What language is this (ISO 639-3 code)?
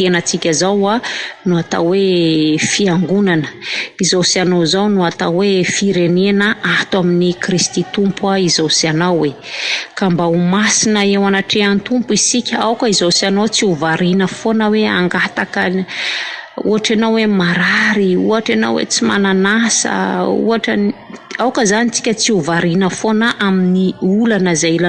mlg